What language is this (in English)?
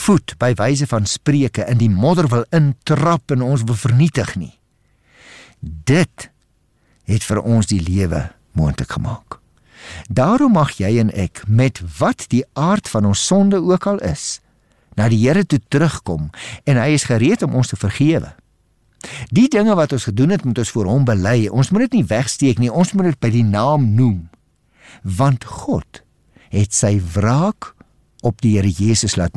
Afrikaans